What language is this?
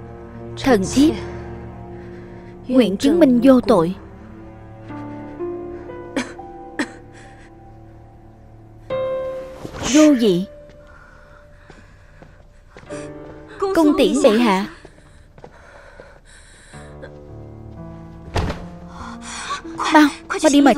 Vietnamese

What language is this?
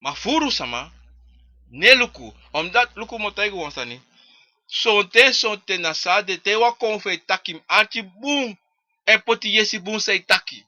Sranan Tongo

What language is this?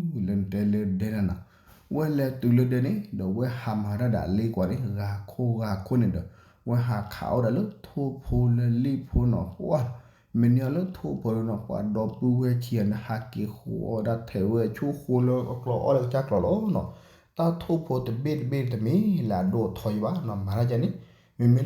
S'gaw Karen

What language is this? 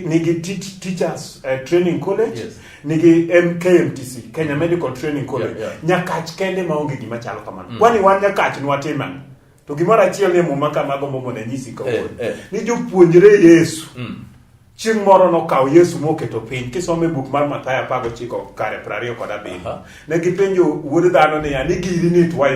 Luo (Kenya and Tanzania)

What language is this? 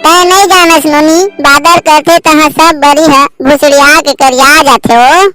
Chhattisgarhi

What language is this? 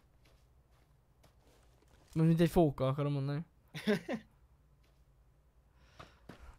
Hungarian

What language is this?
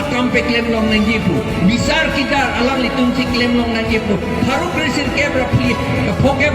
Karbi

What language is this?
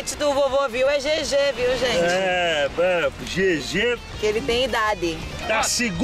Portuguese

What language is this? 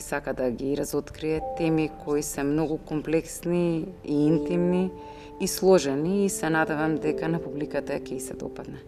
Macedonian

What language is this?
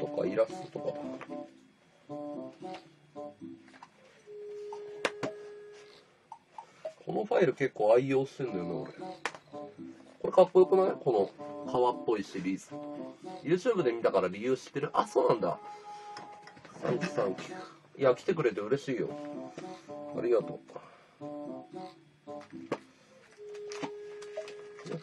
Japanese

